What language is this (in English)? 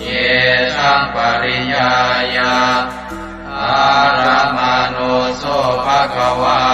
Pali